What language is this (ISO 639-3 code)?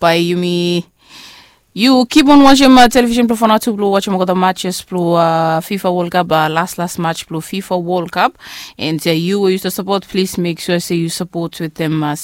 bis